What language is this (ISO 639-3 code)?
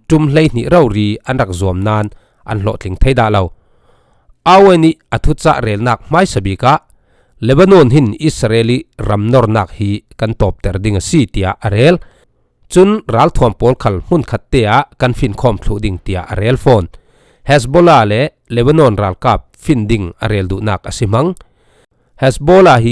cfm